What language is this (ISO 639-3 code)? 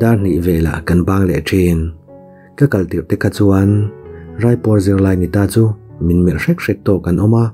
lus